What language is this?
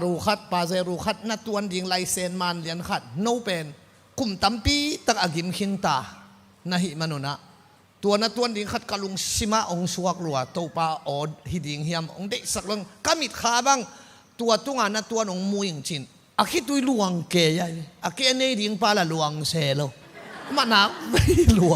Tedim Chin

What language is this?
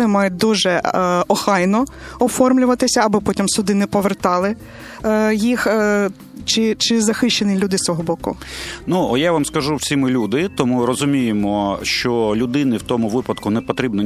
Ukrainian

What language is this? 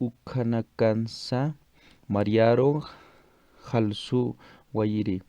Aymara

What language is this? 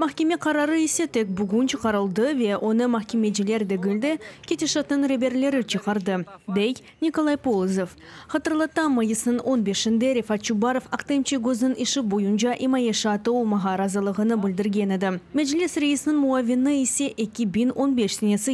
Crimean Tatar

